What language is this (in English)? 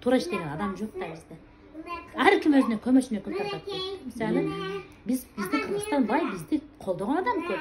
Kyrgyz